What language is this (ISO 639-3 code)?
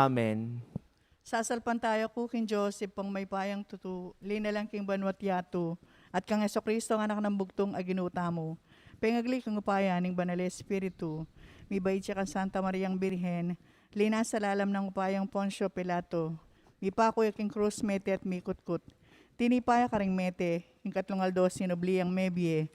pam